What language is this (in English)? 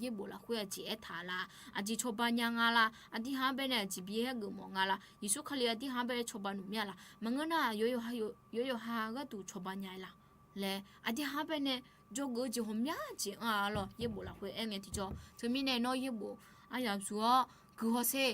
Akha